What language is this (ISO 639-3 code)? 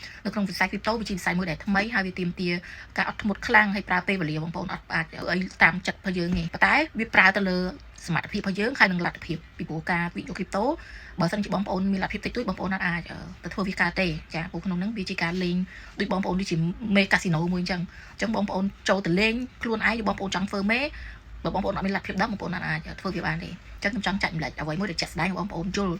khm